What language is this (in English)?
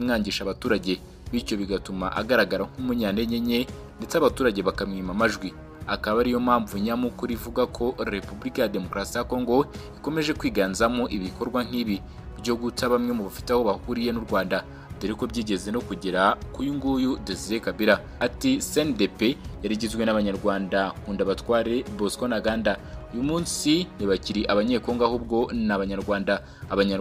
Kinyarwanda